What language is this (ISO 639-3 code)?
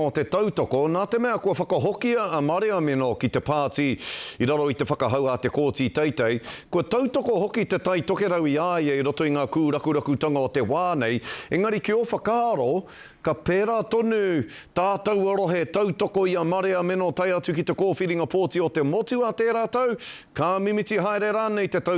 mri